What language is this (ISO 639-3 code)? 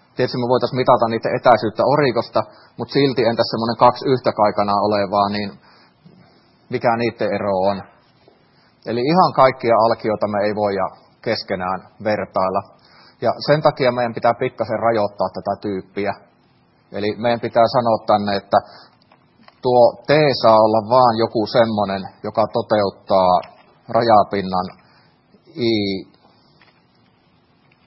fin